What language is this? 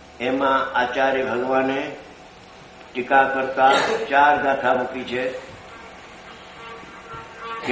Gujarati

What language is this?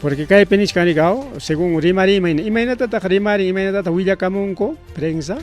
Ayacucho Quechua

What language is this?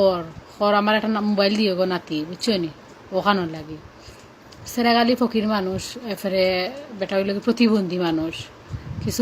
Sylheti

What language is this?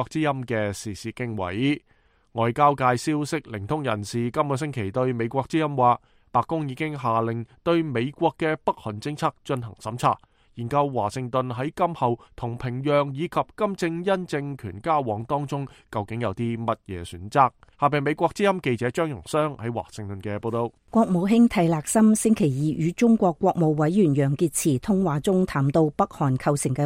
Cantonese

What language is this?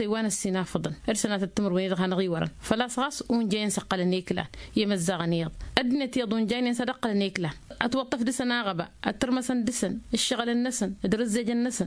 Tamasheq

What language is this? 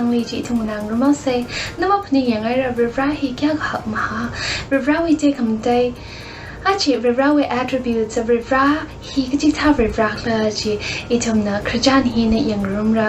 Tangkhul Naga (India)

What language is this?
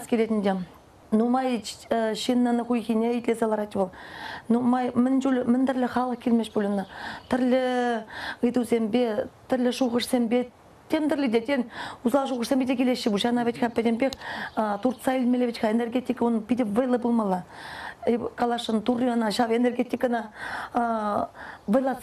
Chuvash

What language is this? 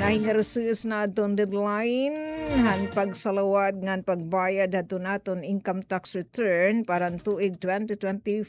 Waray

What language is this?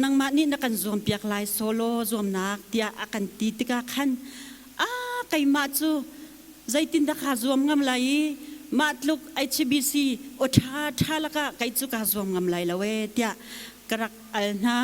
Hakha Chin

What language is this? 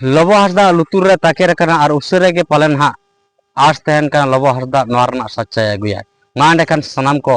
Santali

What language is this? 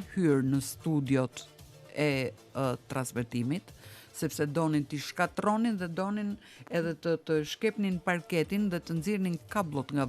Albanian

